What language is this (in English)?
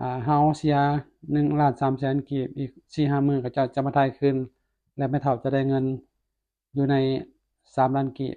Lao